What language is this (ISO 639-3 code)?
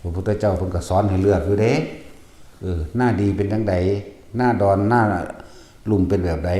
tts